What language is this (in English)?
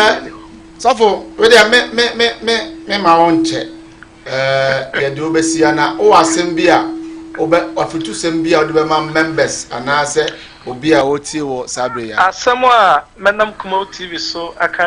Akan